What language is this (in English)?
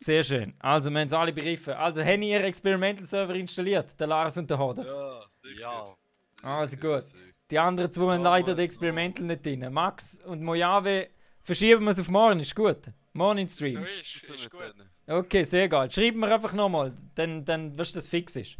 Swiss German